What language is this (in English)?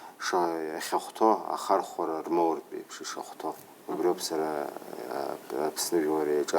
Abkhazian